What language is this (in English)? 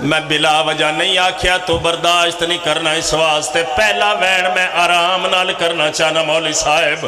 Pahari-Potwari